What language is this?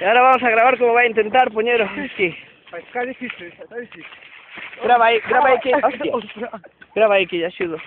Galician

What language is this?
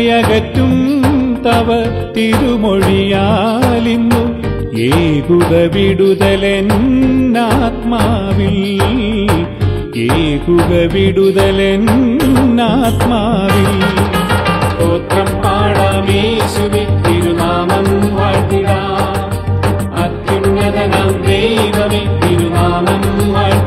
Malayalam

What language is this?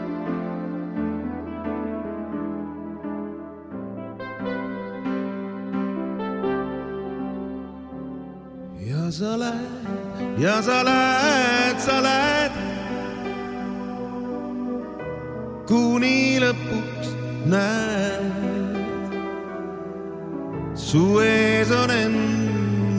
Estonian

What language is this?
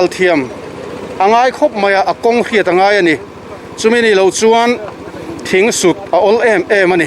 Mizo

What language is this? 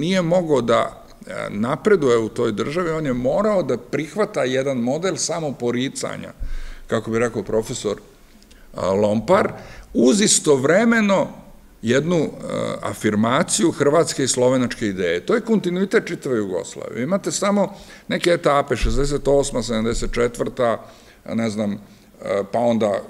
Serbian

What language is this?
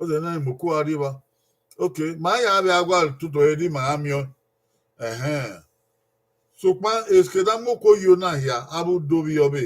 Bini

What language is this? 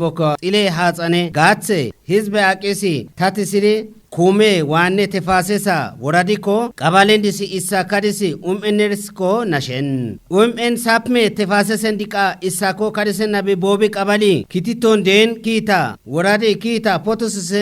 Kafa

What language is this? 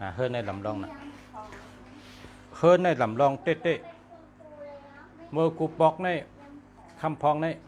Shan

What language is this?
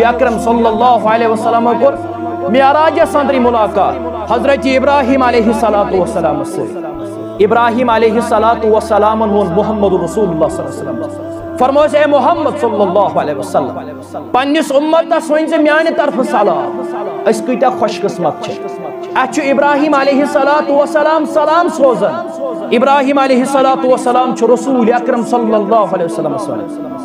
Kashmiri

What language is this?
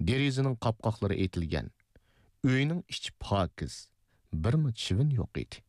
Uyghur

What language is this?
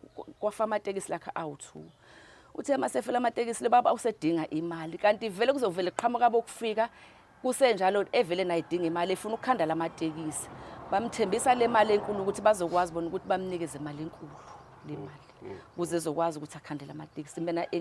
Zulu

